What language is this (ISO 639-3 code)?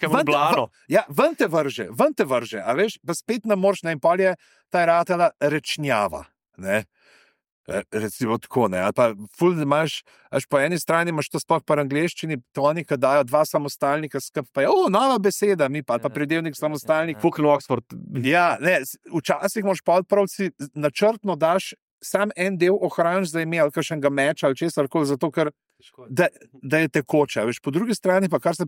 slv